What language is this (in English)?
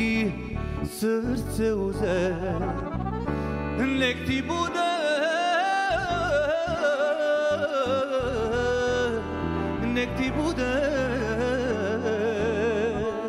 Serbian